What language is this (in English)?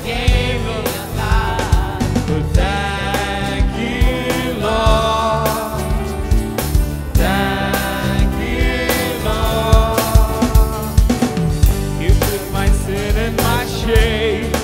English